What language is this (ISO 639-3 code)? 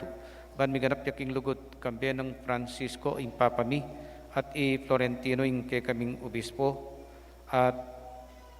pam